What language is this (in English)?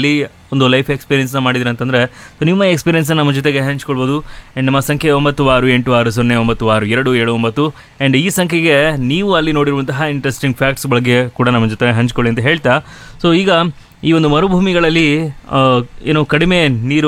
Kannada